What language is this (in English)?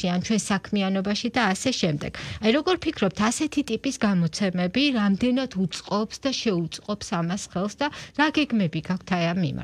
Georgian